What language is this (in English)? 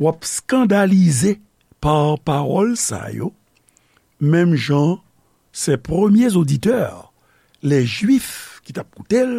Haitian Creole